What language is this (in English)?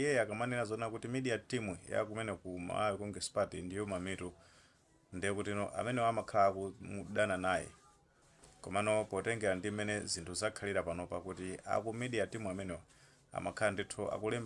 Nyanja